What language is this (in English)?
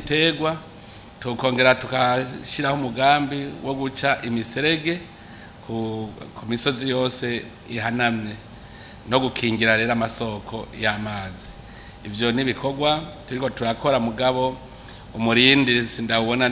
Rundi